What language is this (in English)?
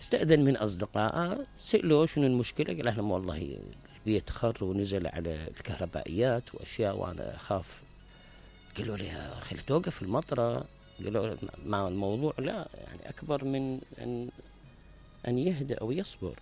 Mesopotamian Arabic